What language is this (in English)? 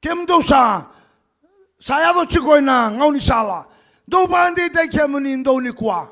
Fijian